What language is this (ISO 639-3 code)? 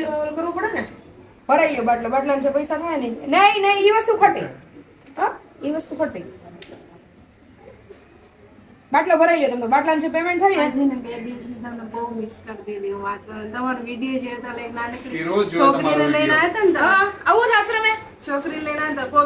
guj